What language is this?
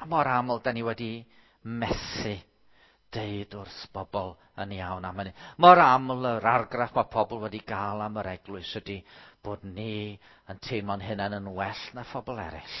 Welsh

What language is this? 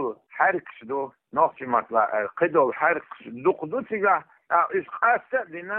Chechen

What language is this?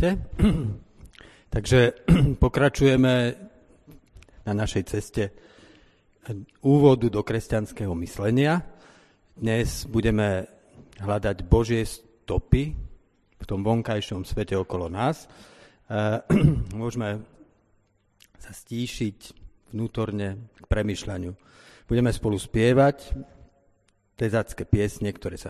Slovak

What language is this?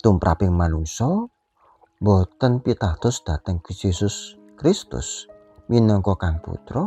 Javanese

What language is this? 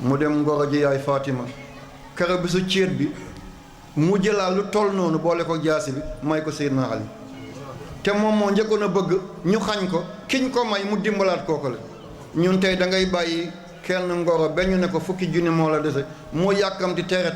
Wolof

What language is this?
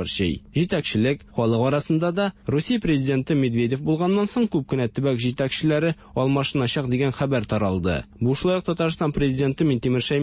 Tatar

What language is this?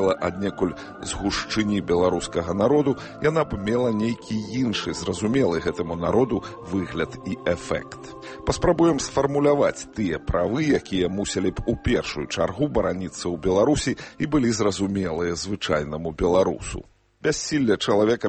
Belarusian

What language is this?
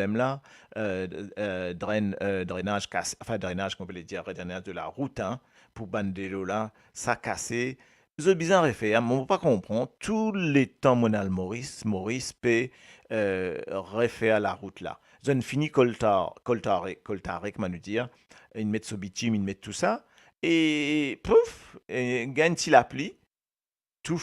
Morisyen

